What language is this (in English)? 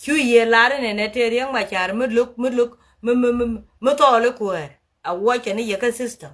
Nuer